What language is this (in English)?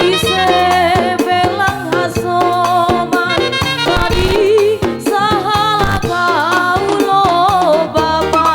Batak Simalungun